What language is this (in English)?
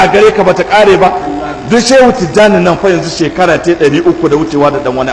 Hausa